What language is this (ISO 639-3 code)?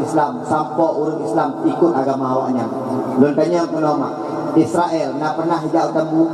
ace